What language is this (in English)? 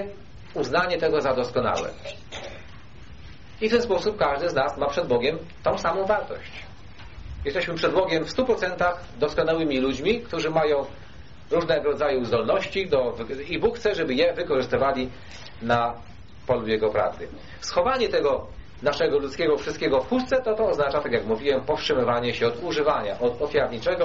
Polish